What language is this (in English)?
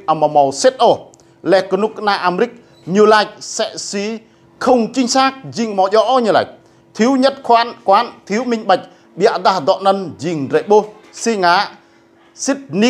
Rade